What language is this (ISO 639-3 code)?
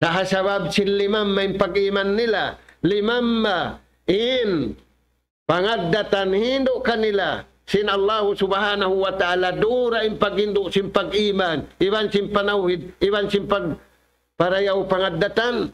tsg